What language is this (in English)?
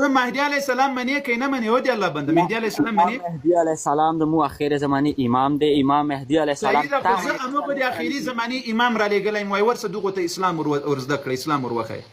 Pashto